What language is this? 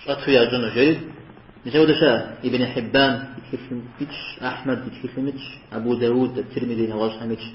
Kabardian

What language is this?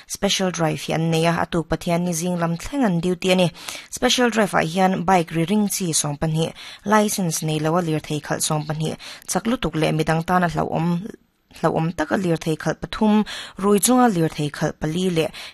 Mizo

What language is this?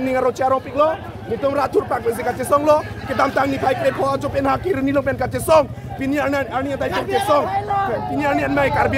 Karbi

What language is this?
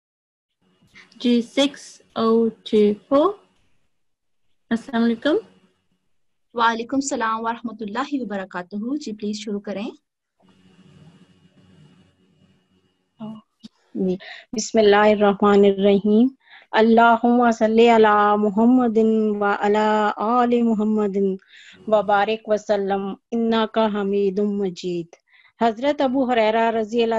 Urdu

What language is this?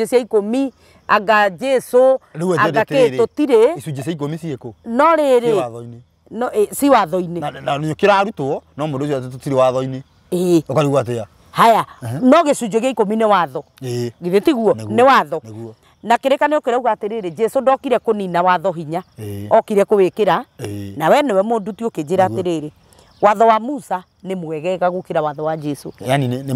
Kikuyu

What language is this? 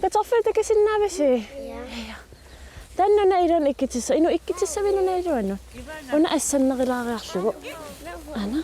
Kalaallisut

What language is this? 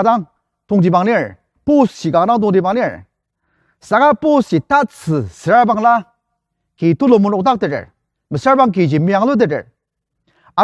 Ao Naga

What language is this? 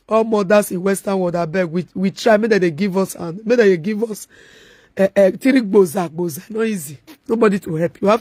Nigerian Pidgin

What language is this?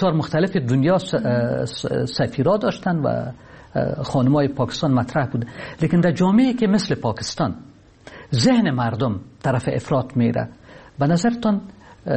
Persian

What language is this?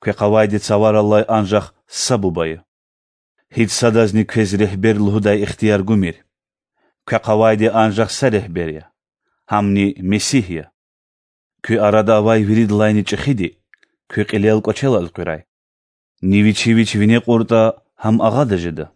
Lezghian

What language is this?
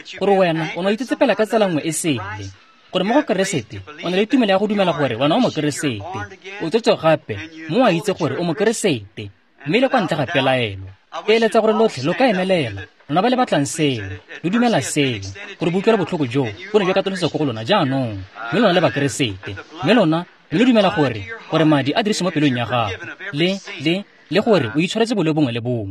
Tswana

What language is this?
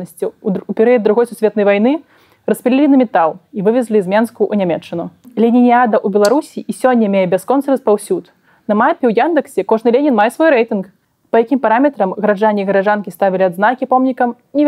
Belarusian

